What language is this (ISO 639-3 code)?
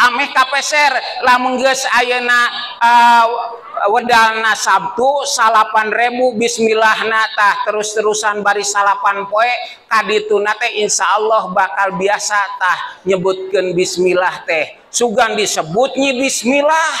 sun